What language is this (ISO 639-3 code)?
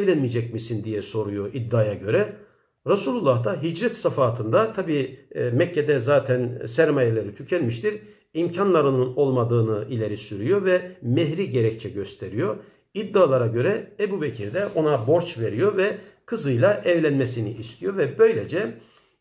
tur